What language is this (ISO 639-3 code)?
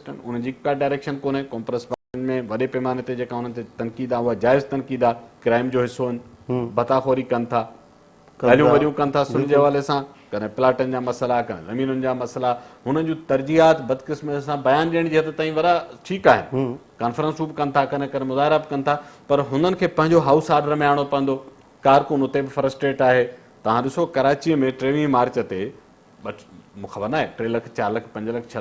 snd